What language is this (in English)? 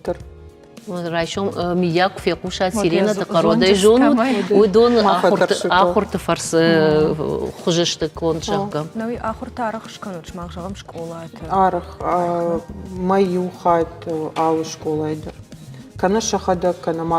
Ossetic